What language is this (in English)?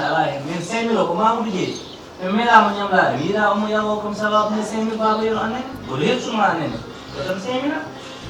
Fula